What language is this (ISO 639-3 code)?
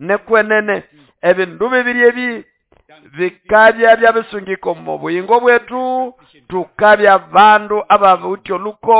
nnb